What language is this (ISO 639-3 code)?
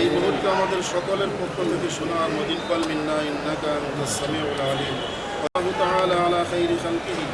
syl